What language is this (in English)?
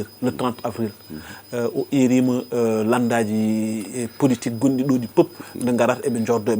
Fula